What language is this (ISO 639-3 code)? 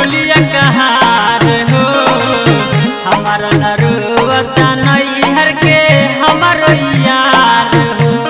bho